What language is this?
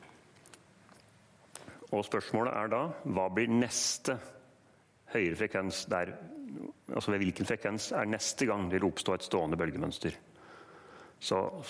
Norwegian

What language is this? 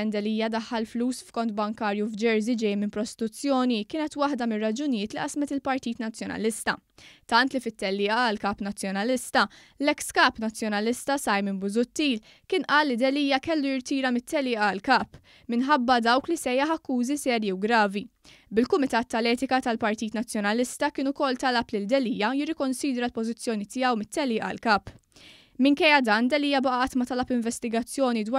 Maltese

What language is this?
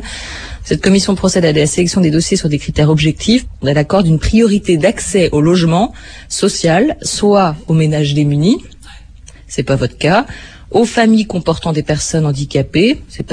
French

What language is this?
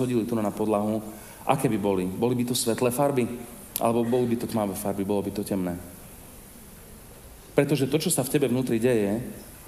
Slovak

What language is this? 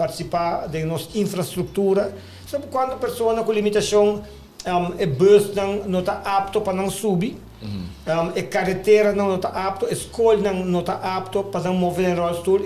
Papiamento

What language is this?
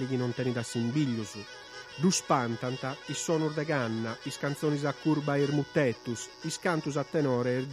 Sardinian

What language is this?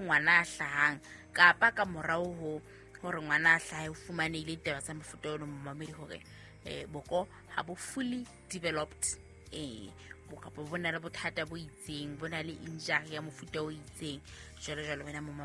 Southern Sotho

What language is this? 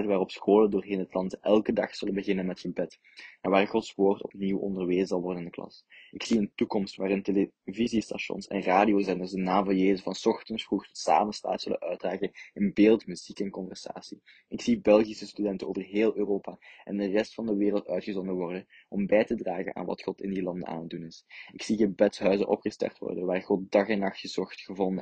Dutch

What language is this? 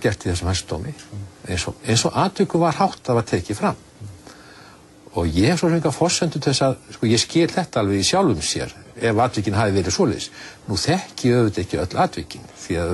Icelandic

